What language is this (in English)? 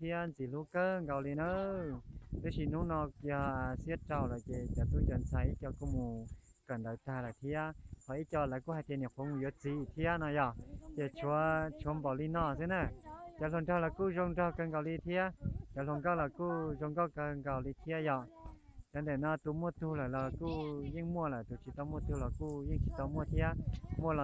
Hmong